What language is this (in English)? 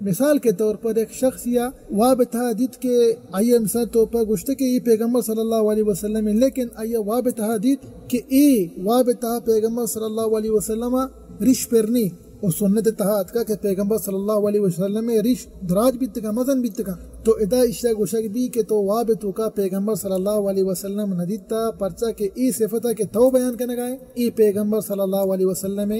Eastern Balochi